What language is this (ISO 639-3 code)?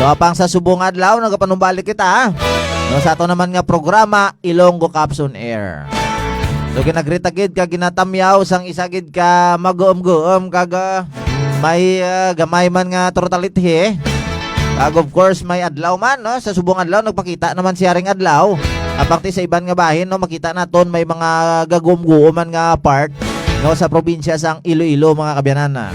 hil